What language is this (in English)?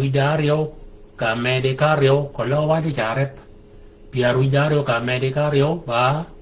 Shilluk